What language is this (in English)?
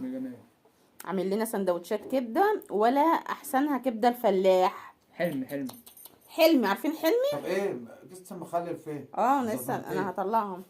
Egyptian Arabic